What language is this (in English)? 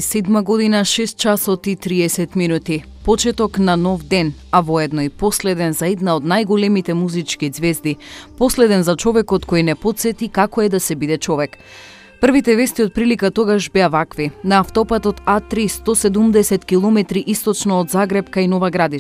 Macedonian